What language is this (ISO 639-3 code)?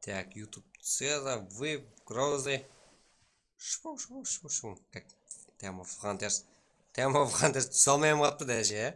kaa